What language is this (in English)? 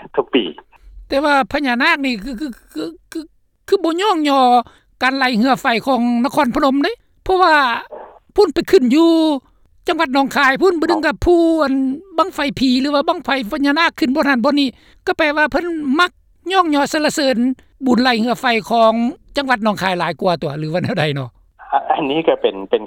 Lao